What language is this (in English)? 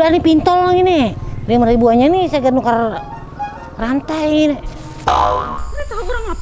Banjar